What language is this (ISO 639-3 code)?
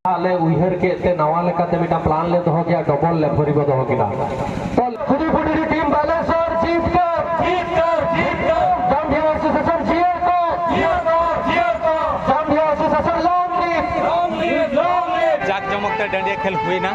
sat